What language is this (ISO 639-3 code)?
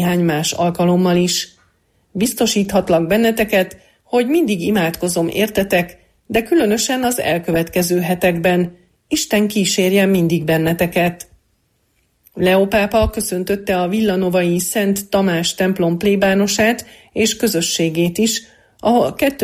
hun